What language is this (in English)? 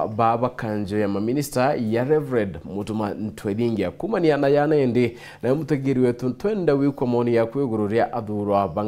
Meru